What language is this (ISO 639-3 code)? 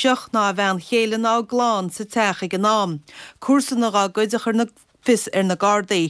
gle